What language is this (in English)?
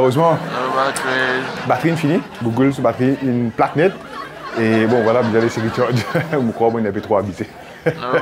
Morisyen